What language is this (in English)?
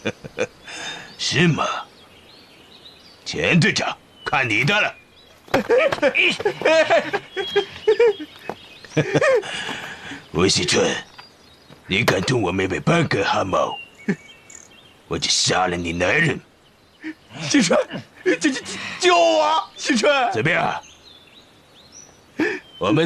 Chinese